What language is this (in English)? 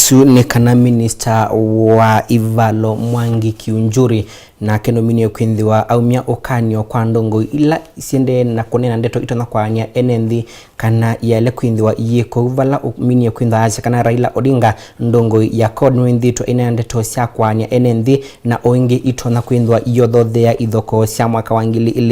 Kamba